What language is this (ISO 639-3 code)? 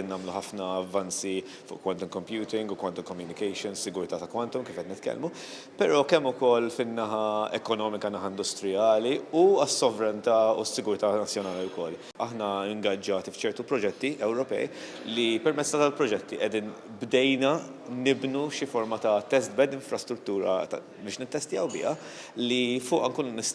mlt